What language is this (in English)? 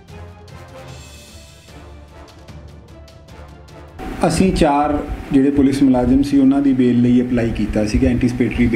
Punjabi